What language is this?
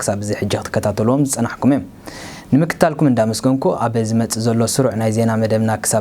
Tigrinya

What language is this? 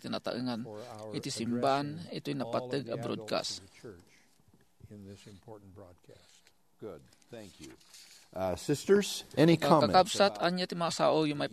Iloko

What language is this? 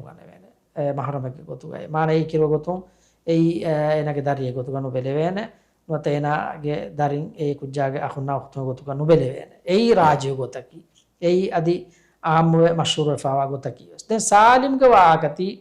Divehi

